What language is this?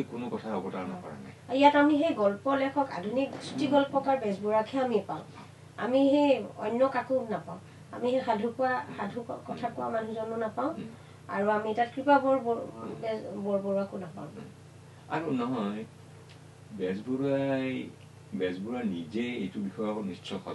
Assamese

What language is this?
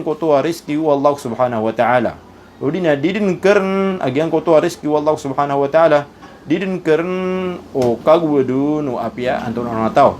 Maranao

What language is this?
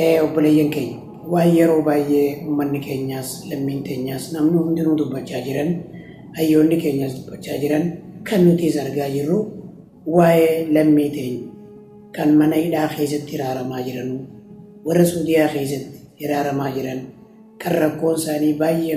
Oromo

